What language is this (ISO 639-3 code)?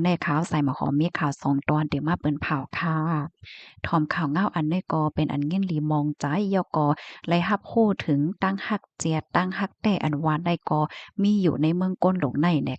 shn